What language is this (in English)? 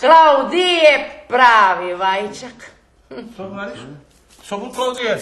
Rusyn